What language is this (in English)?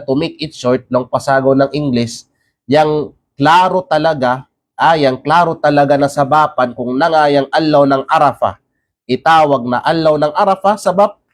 Kalagan